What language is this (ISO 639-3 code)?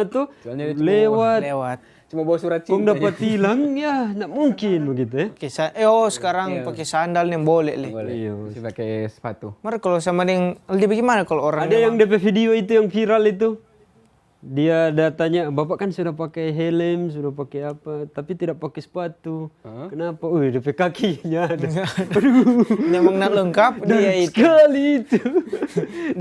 xmm